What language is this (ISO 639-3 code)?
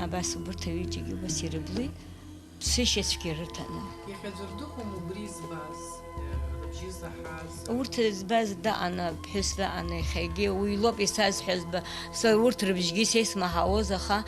abk